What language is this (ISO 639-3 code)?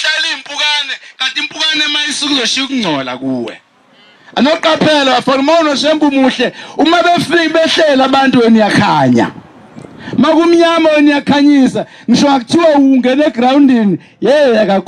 zul